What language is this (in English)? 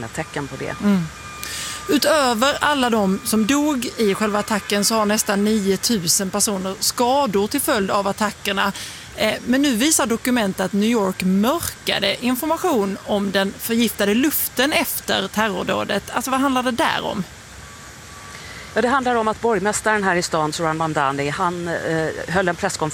Swedish